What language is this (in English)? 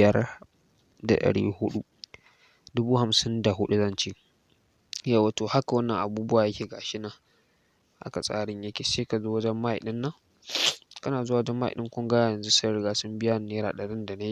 Hausa